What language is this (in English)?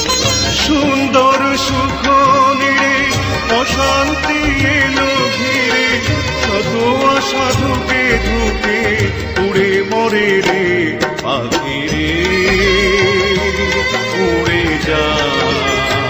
Bangla